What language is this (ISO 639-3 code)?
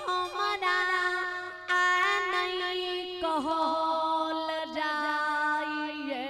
mai